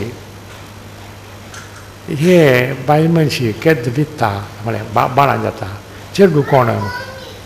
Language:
Konkani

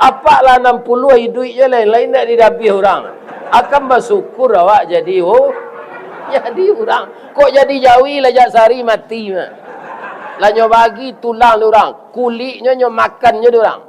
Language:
Minangkabau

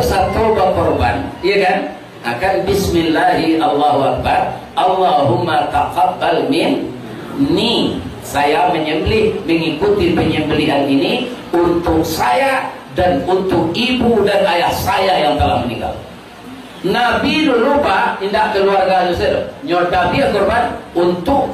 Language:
Minangkabau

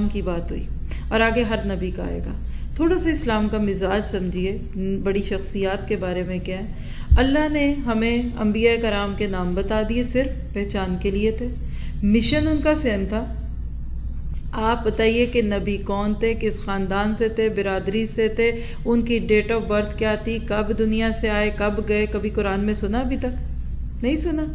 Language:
Urdu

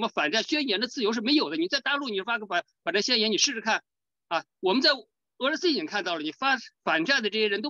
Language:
Chinese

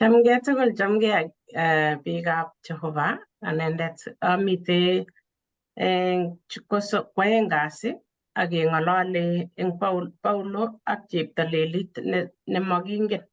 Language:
Kalenjin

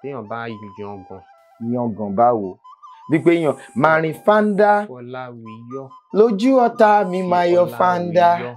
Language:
Yoruba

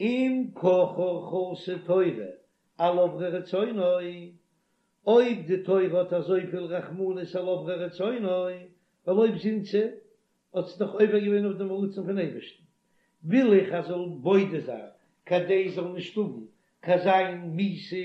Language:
Yiddish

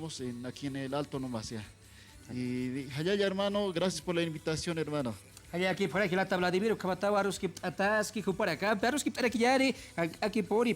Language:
Aymara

